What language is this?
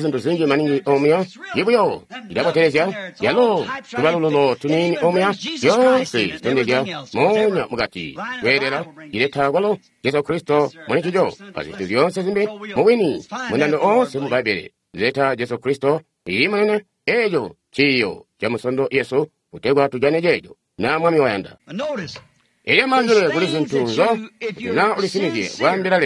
Tonga (Zambia)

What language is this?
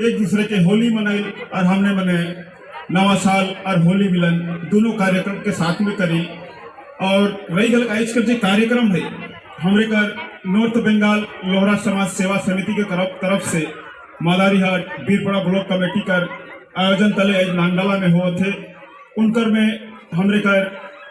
Sadri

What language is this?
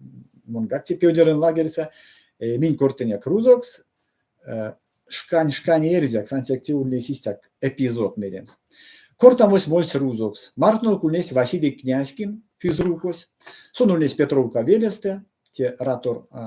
Erzya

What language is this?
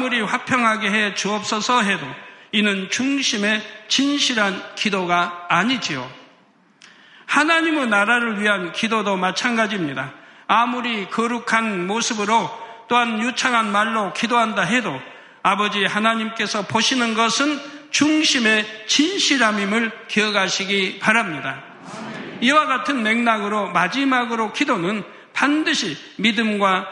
Korean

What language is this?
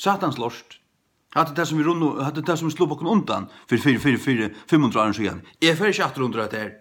Faroese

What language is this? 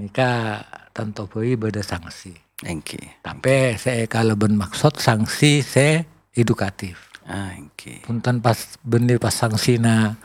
Madurese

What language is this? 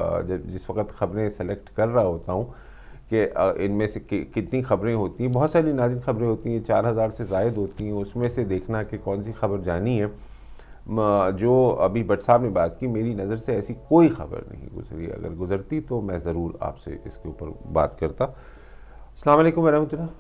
Urdu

